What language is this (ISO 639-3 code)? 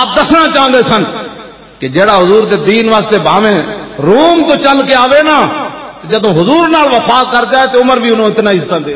lah